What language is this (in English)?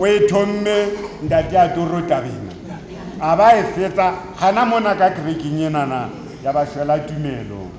Southern Sotho